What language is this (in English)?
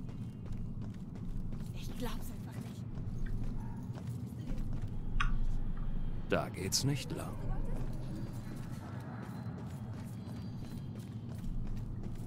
German